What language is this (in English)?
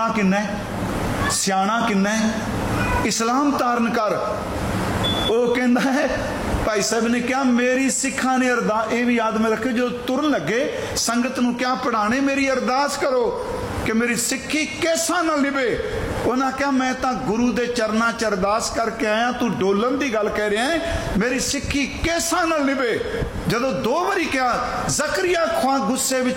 Punjabi